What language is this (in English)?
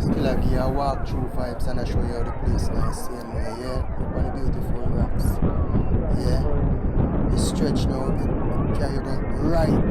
Jamaican Creole English